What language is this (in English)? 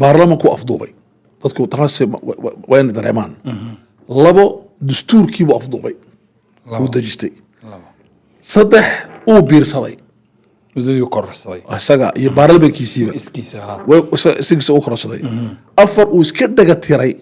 Somali